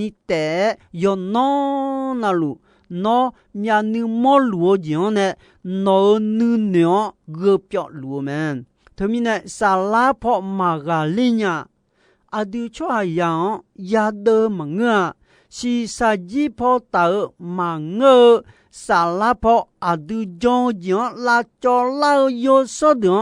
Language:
Akha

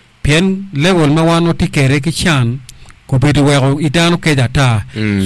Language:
Acoli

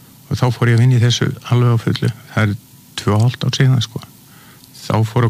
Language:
Icelandic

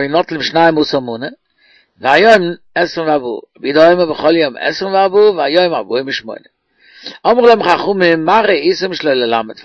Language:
Yiddish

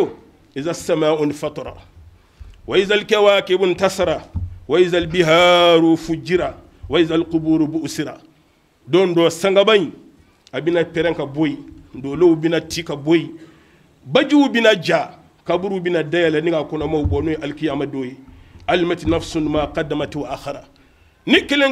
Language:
Bambara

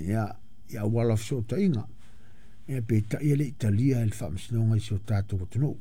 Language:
Samoan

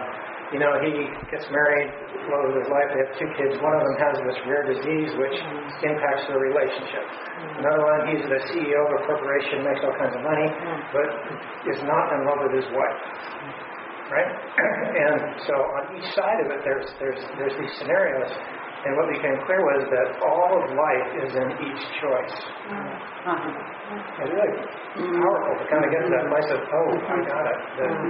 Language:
English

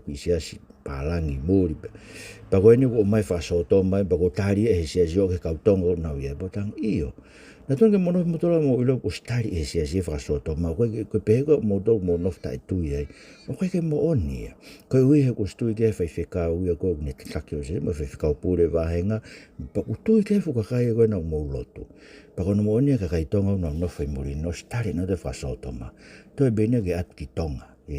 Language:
Tongan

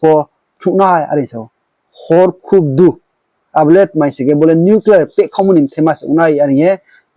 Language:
Riang (India)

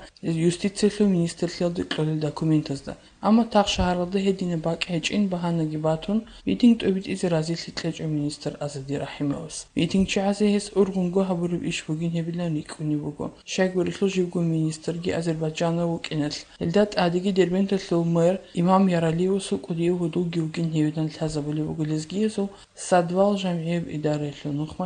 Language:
Avaric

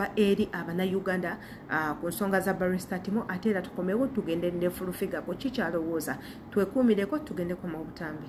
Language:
Ganda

